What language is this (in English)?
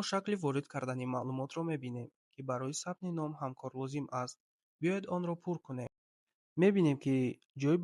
Tajik